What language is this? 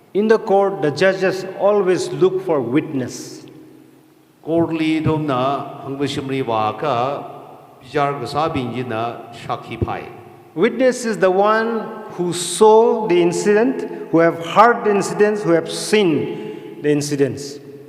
Tangkhul Naga (India)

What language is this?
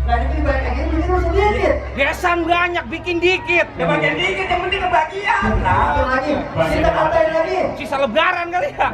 Betawi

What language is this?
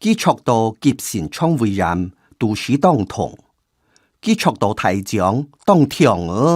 Hakka Chinese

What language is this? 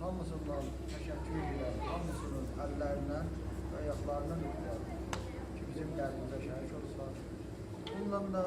South Azerbaijani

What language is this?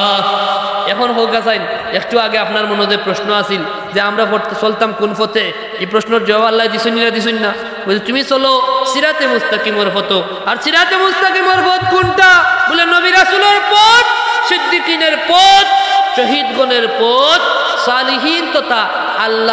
Sylheti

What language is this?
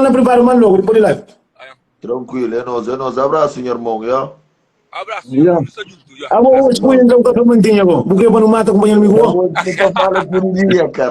Kabuverdianu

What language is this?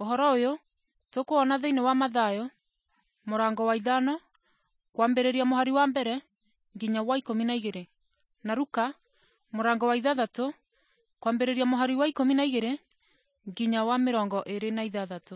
Kikuyu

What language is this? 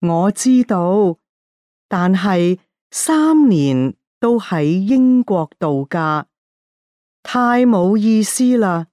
Cantonese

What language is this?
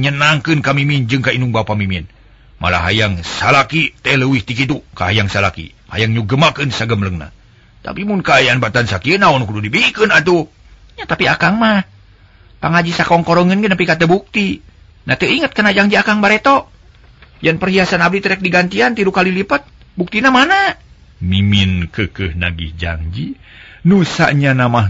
Sundanese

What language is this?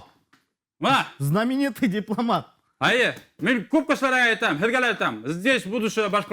Bashkir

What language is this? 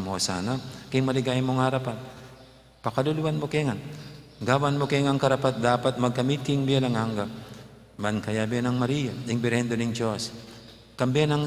Pampanga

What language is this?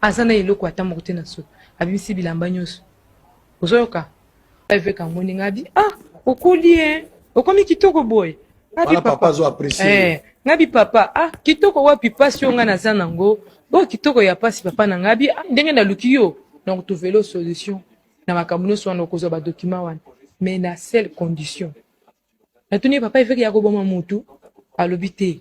Lingala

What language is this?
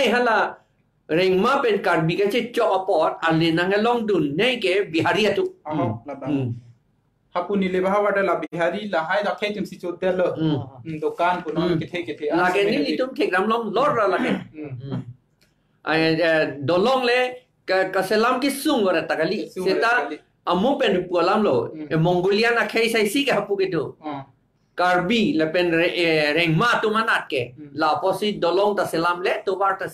Karbi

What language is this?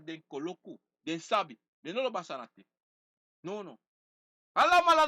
Sranan Tongo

